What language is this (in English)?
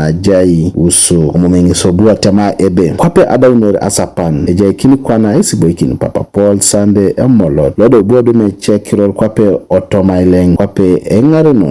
Teso